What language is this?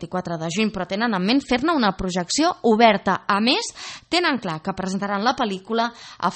Catalan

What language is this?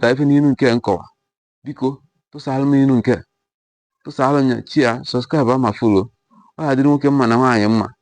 Igbo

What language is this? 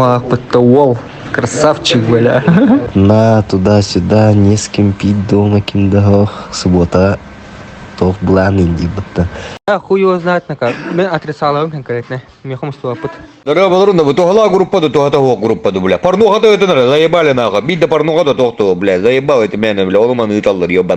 Yakut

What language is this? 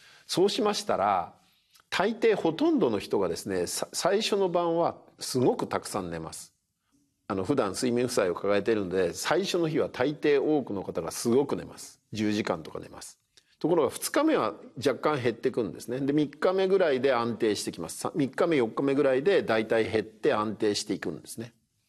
Japanese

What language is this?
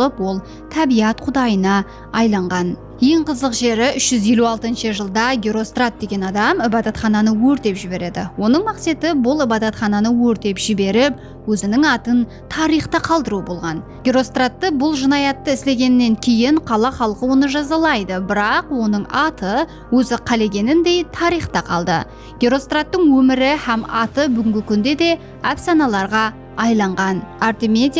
Kara-Kalpak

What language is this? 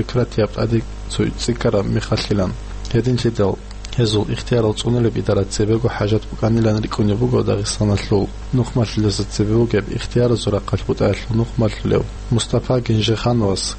Avaric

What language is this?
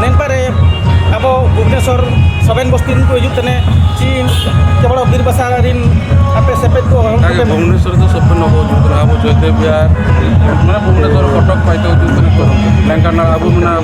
Santali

